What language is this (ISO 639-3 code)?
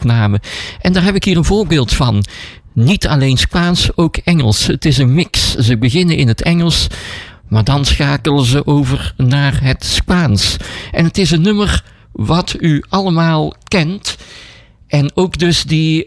nld